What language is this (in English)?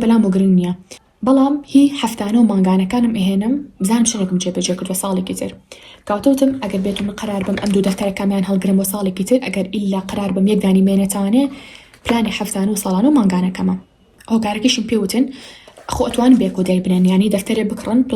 Central Kurdish